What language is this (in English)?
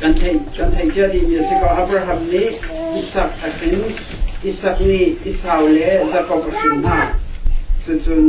Hakha Chin